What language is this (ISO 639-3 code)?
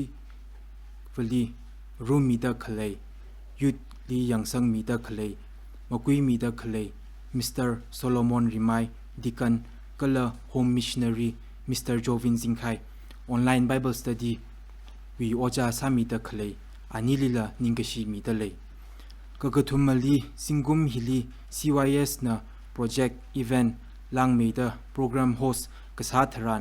nmf